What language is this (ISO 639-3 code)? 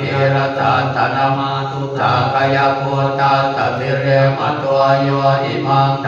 pli